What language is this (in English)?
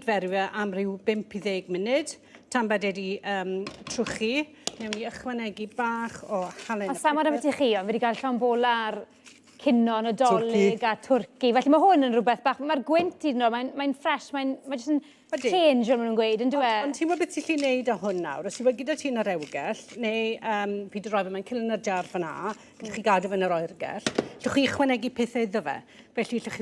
Welsh